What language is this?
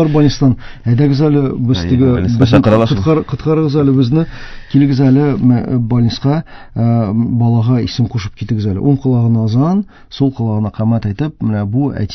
Tatar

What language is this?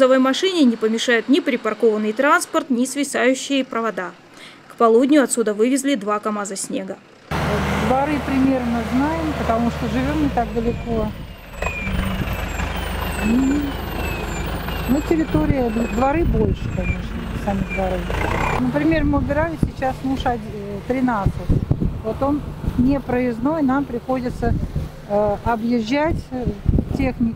Russian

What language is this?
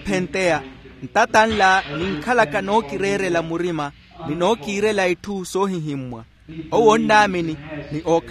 Makhuwa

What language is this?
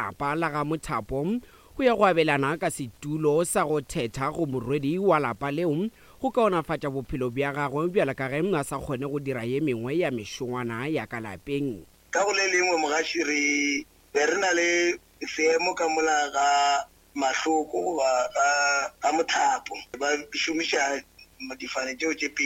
Northern Sotho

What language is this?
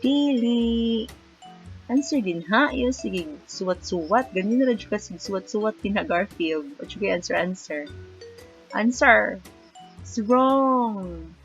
Cebuano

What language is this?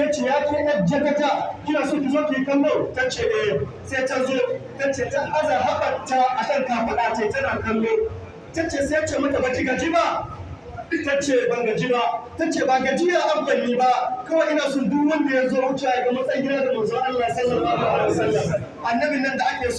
Hausa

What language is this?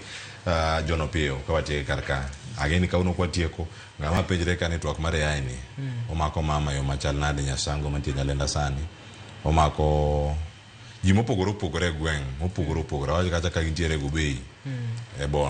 Luo (Kenya and Tanzania)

